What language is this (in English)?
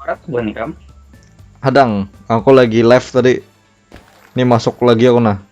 Banjar